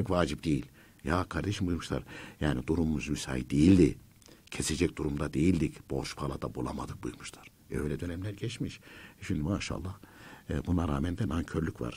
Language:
Turkish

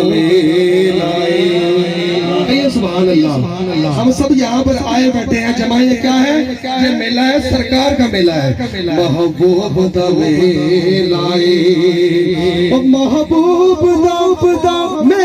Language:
Pahari-Potwari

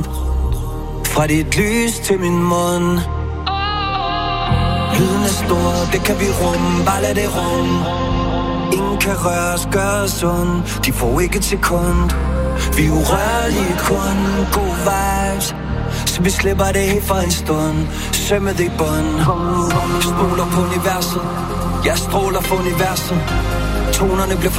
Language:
Danish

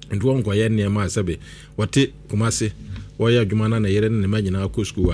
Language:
Akan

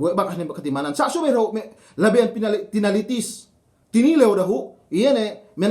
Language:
Yakan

